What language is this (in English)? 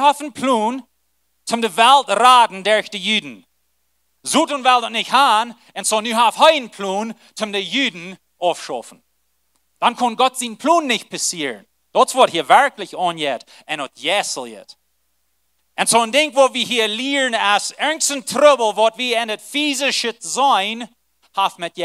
Plautdietsch